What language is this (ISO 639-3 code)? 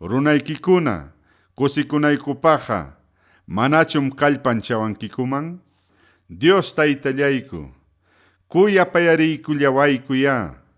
quy